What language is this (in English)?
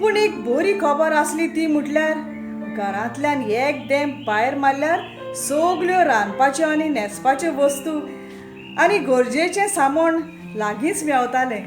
Konkani